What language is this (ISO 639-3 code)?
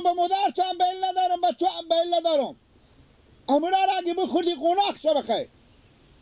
fas